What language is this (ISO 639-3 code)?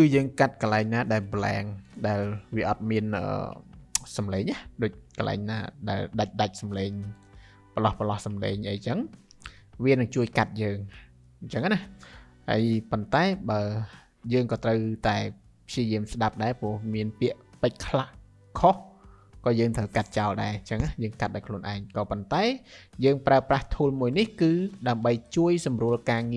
khm